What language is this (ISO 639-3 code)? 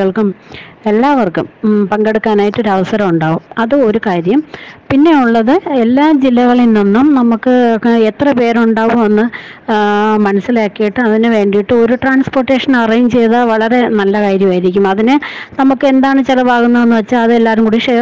mal